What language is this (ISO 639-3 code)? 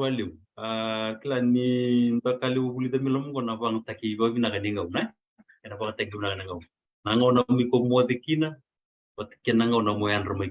fij